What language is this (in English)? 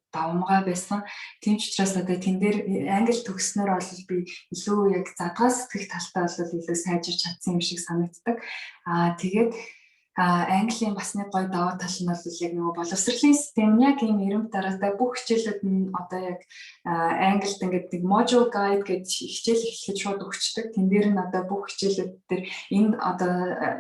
Mongolian